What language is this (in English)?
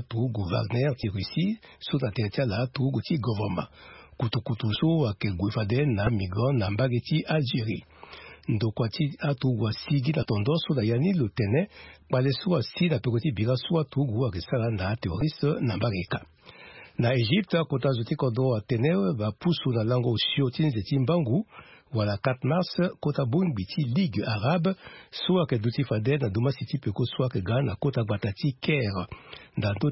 Sango